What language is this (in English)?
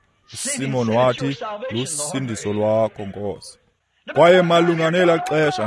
Xhosa